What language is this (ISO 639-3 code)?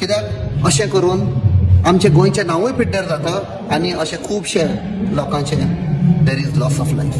kok